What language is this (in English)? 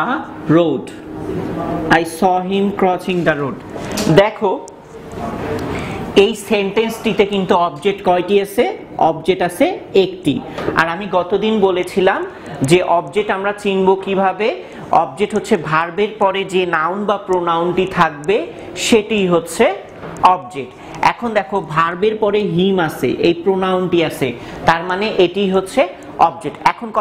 Bangla